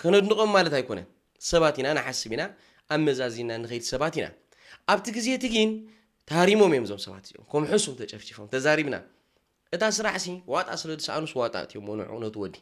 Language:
Tigrinya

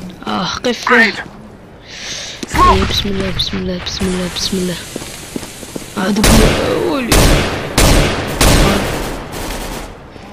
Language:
Arabic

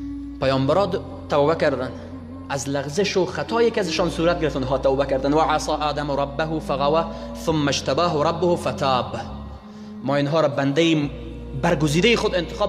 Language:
Persian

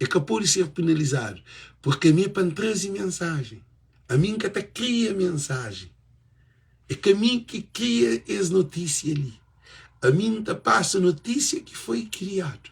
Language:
Kabuverdianu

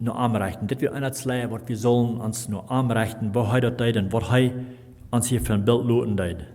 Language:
Plautdietsch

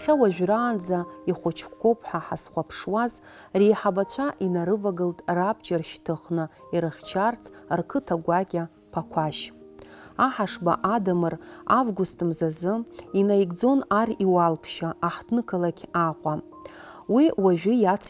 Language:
Abkhazian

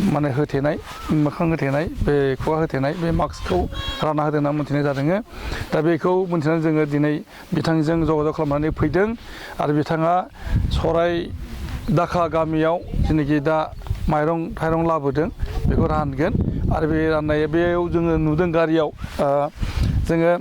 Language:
Bodo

